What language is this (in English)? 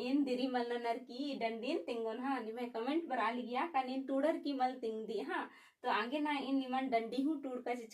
Kurukh